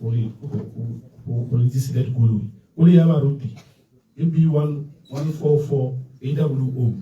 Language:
Tswana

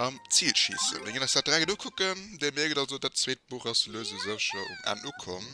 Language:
Luxembourgish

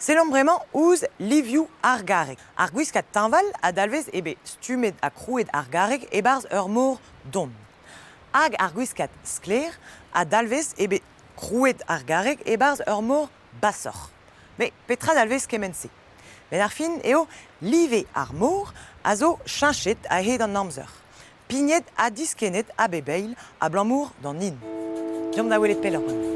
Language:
Breton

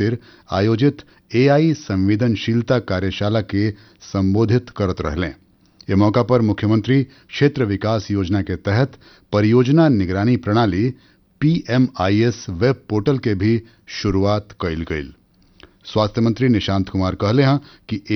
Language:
Bhojpuri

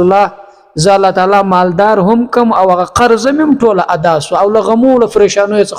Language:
Pashto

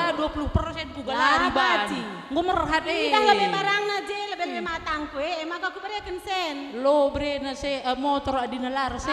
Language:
Batak Karo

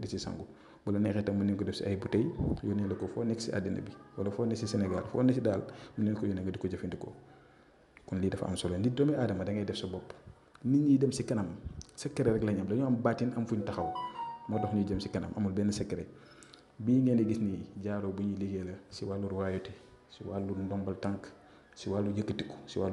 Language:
Wolof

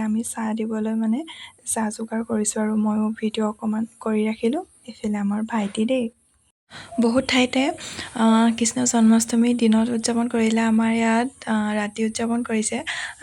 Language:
Assamese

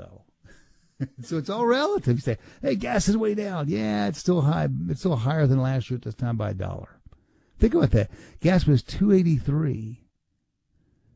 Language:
English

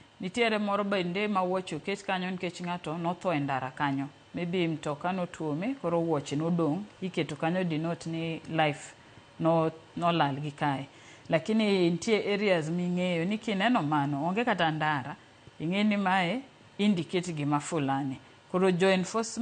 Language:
Luo (Kenya and Tanzania)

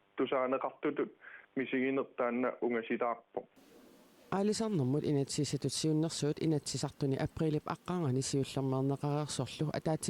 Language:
Kalaallisut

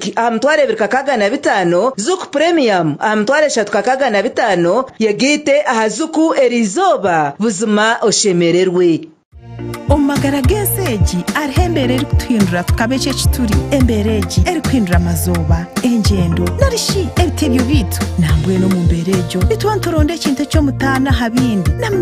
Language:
Nyankole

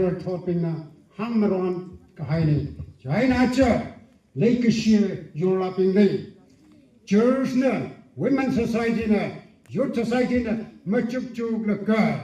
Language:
Tangkhul Naga (India)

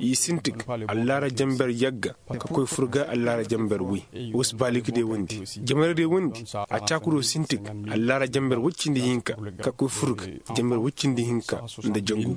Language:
Koyraboro Senni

